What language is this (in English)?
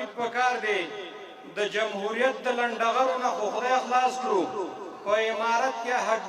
Pashto